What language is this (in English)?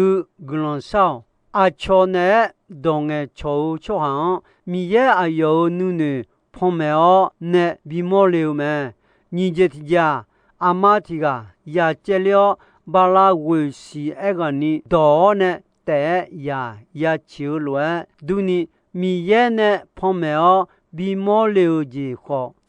Akha